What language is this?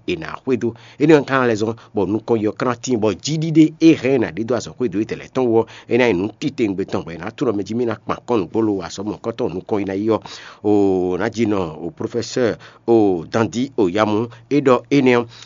Fon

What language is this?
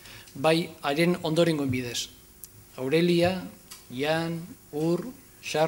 Basque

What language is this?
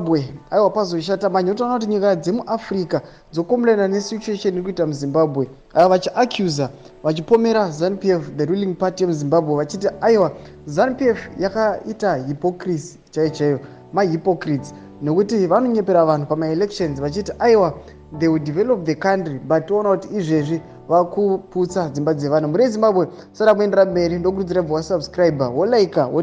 Shona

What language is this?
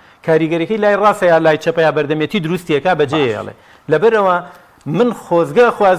Central Kurdish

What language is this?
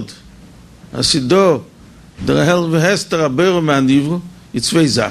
Yiddish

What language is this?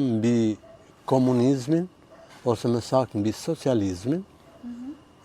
Albanian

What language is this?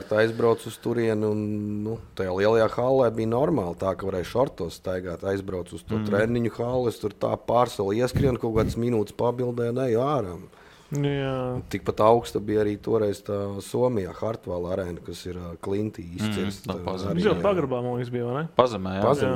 Latvian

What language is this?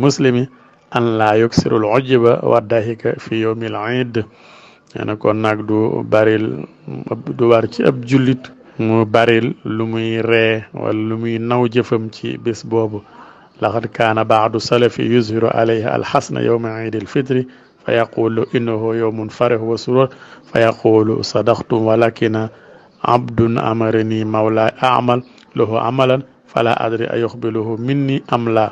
Wolof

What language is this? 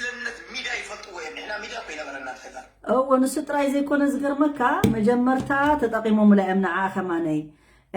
Tigrinya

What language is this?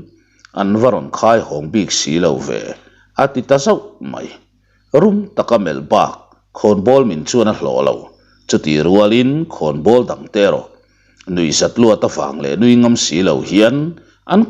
Mizo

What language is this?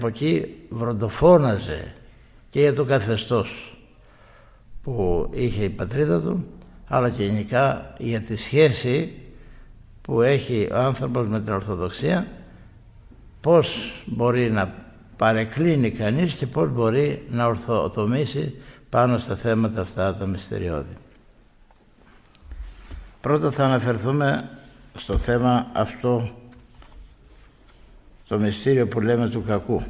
Greek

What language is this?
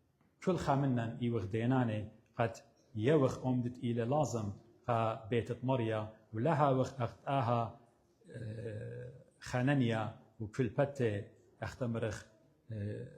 Assyrian Neo-Aramaic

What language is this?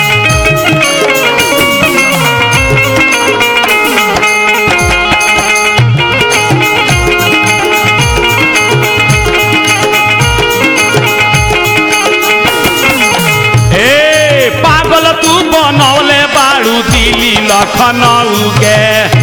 Bhojpuri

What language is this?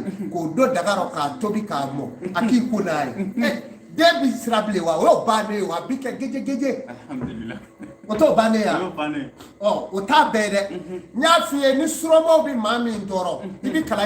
Bambara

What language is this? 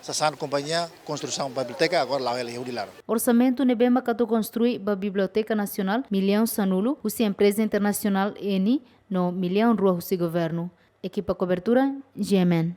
Tetum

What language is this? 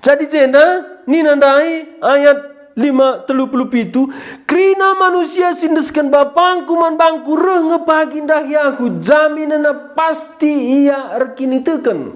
Batak Karo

